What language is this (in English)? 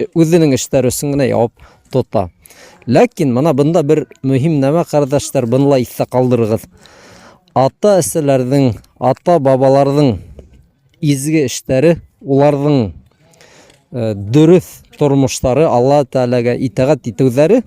Bashkir